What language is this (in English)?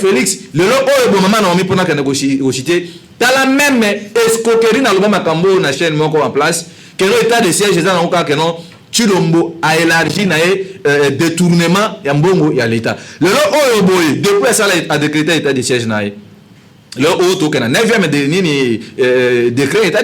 Lingala